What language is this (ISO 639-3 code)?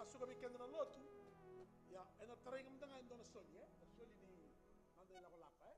fij